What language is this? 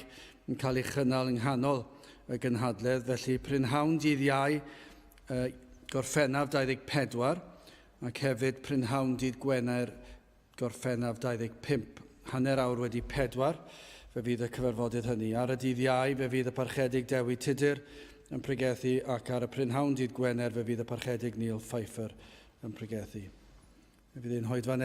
Welsh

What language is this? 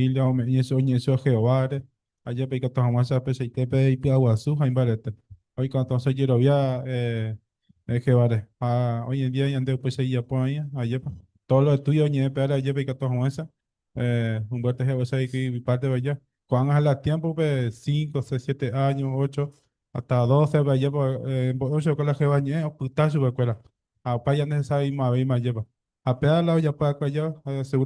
Guarani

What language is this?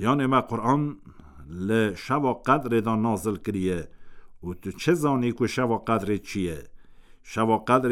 Kurdish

